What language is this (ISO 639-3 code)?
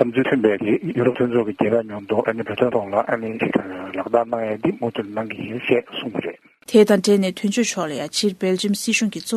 bod